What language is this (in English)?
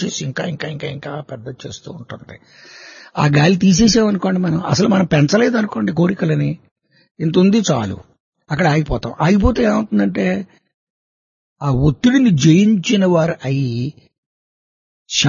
Telugu